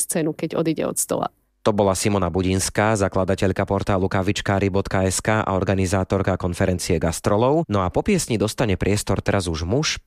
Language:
Slovak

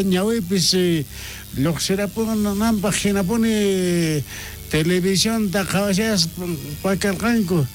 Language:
South Bolivian Quechua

